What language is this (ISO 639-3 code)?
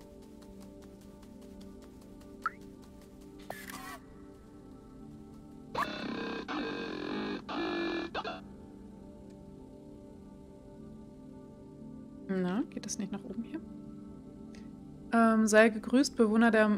deu